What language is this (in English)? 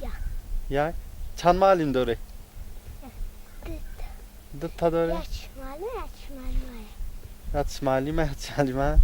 Tajik